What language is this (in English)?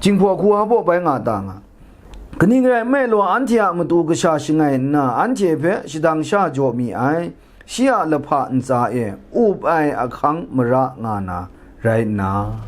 Kachin